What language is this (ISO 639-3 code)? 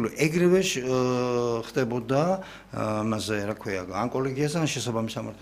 kat